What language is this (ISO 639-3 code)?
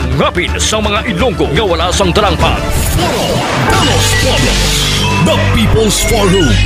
hil